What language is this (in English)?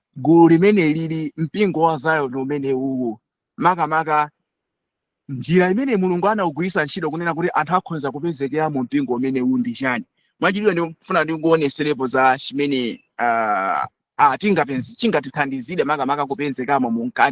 Nyanja